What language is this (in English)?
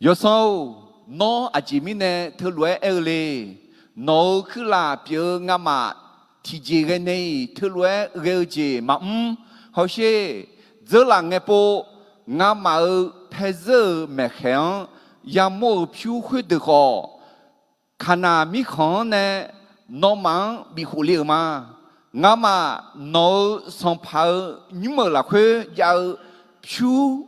Akha